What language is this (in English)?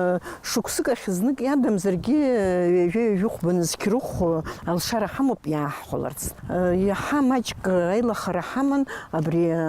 Abkhazian